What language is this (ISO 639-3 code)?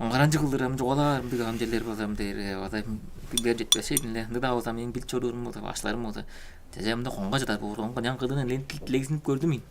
tyv